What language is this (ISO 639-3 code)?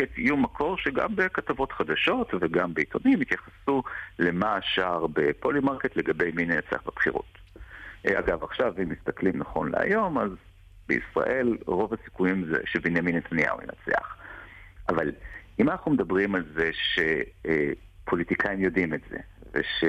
heb